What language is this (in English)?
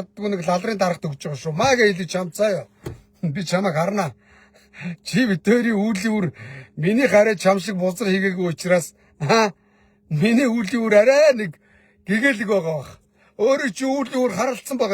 Mongolian